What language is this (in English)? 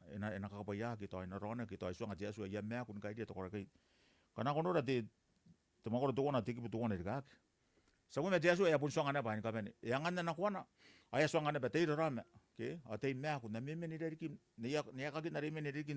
Gilbertese